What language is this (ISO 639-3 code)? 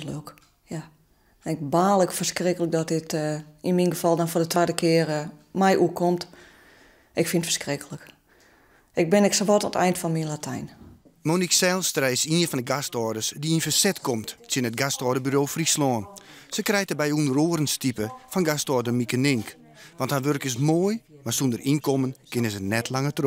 fry